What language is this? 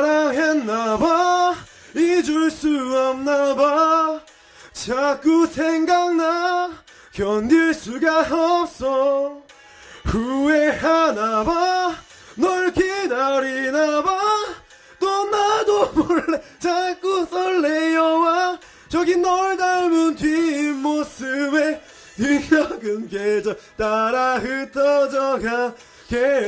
Korean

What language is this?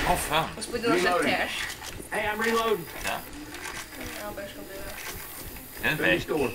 Faroese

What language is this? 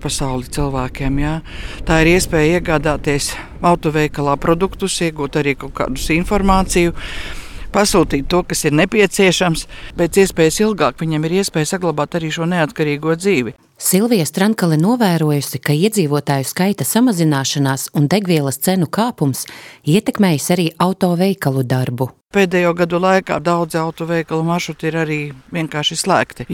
Latvian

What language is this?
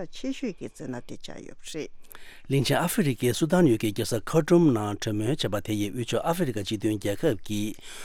Tibetan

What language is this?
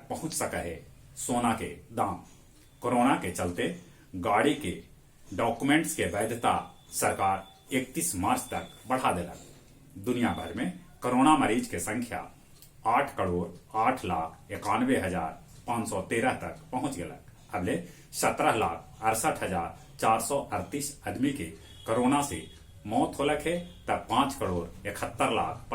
Magahi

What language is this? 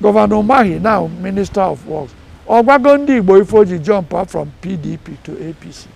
Igbo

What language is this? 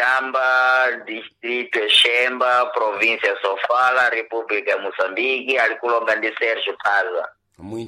Sena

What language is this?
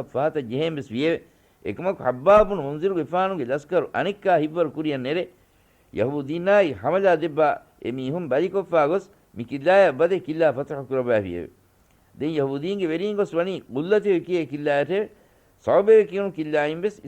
Divehi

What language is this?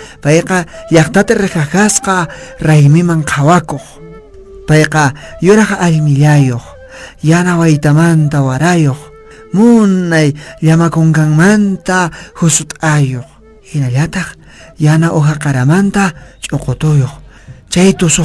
Quechua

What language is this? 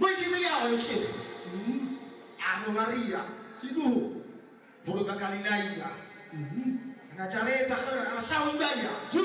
Nias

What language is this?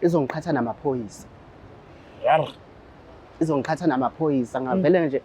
Zulu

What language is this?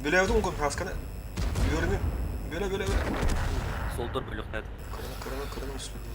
Yakut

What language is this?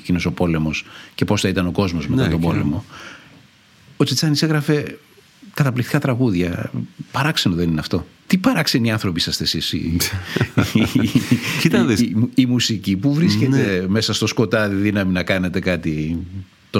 Greek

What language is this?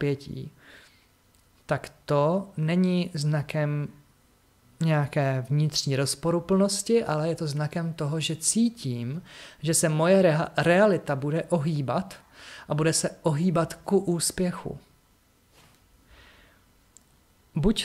Czech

